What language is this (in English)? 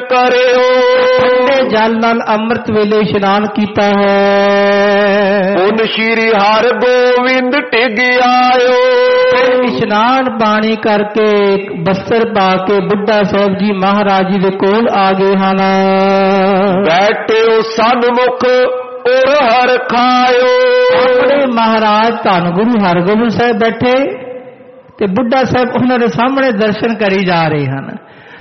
Punjabi